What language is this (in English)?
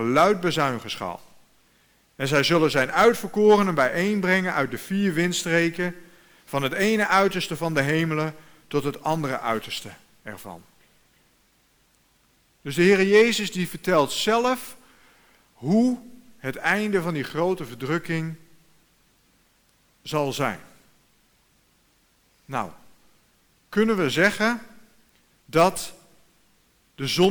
Dutch